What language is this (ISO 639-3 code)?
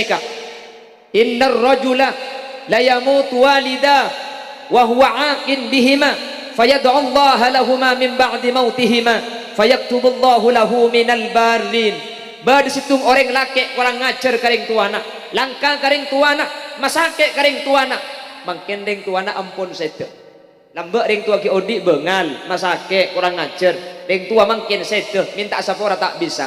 mad